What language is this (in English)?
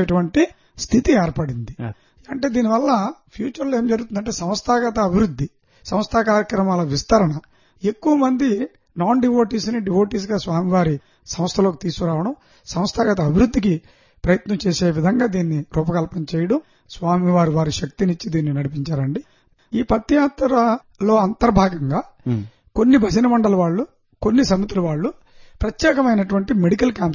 Telugu